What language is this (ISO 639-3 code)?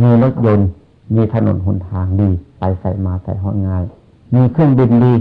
tts